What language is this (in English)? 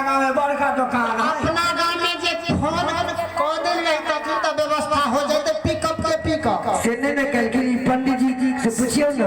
Maithili